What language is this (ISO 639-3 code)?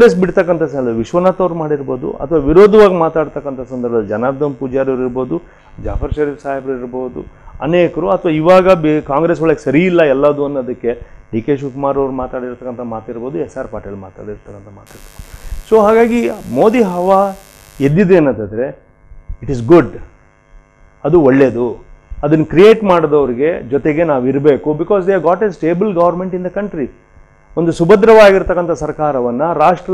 kan